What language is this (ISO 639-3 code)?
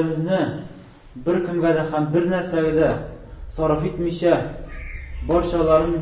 tat